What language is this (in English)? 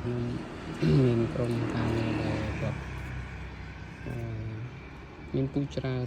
Khmer